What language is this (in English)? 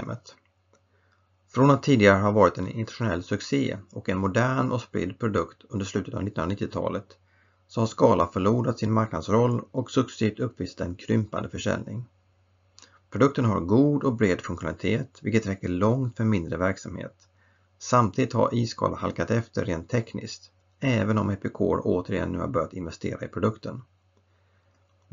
Swedish